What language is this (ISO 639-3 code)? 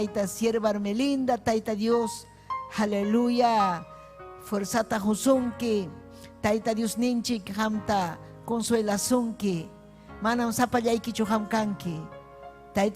quy